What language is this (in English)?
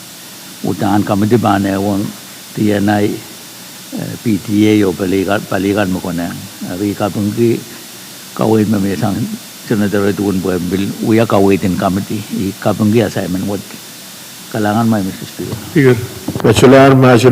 Pohnpeian